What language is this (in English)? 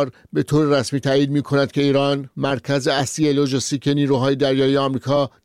Persian